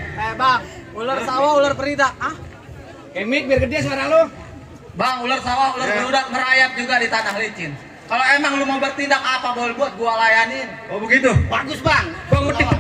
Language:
Betawi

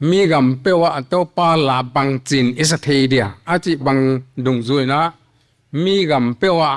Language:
Paite Chin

